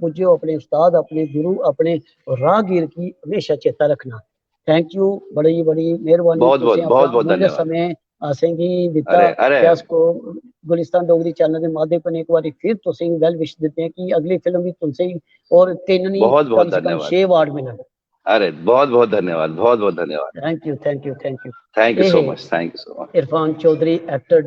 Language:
Dogri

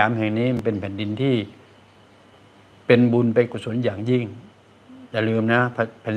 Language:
Thai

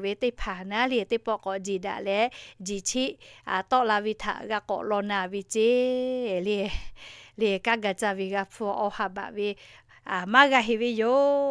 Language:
Lahu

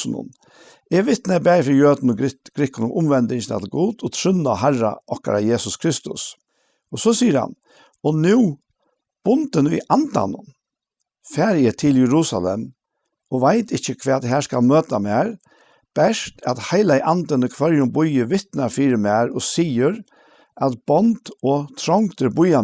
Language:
Faroese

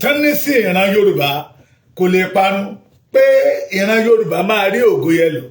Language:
Yoruba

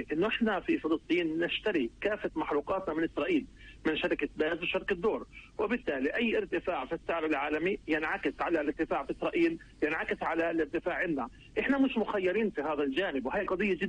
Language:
North Levantine Arabic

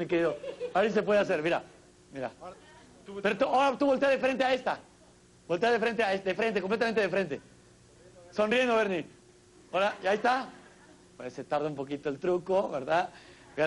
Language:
Spanish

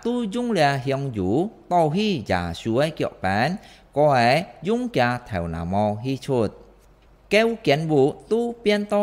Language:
Hakka Chinese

